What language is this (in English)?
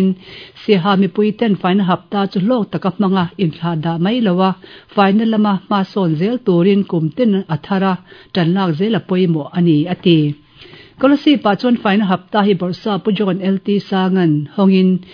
Mizo